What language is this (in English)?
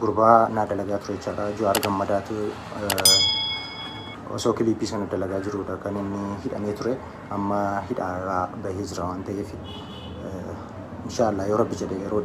Oromo